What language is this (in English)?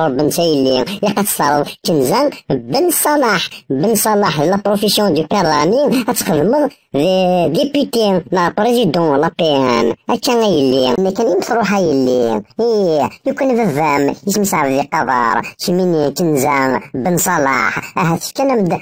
Kabyle